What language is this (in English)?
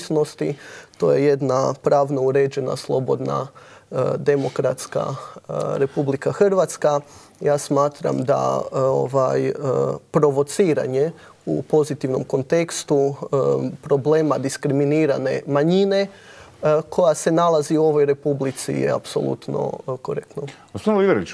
Croatian